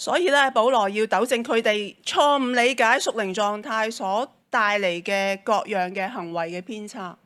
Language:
Cantonese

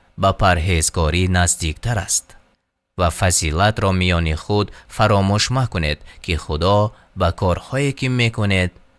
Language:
Tajik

